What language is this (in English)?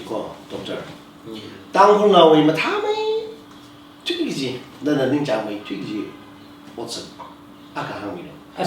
Tangkhul Naga (India)